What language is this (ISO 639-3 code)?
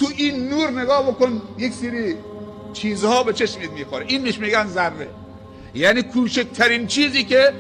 fas